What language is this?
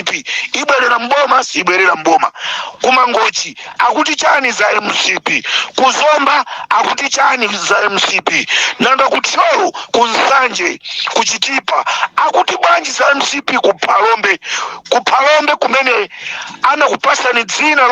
Nyanja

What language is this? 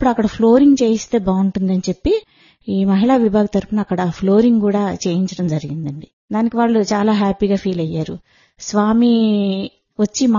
Telugu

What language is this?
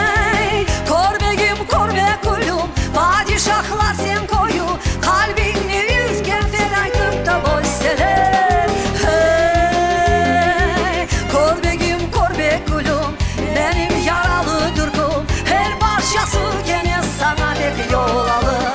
Crimean Tatar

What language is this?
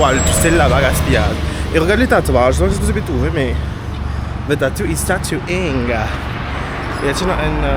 Morisyen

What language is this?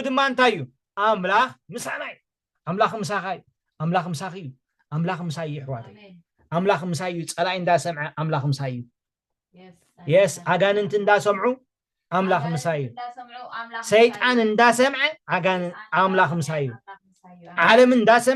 Tigrinya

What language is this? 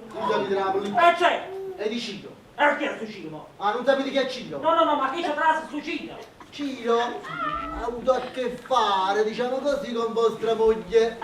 Neapolitan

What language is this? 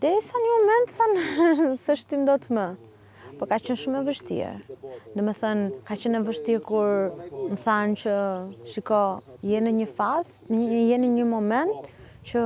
Albanian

